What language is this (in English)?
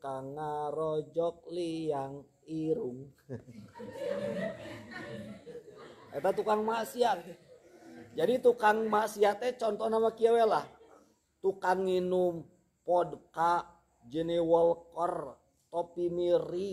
Sundanese